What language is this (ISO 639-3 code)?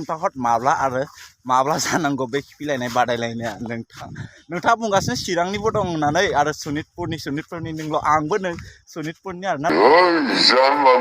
brx